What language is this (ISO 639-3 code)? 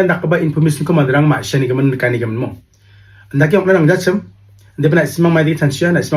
grt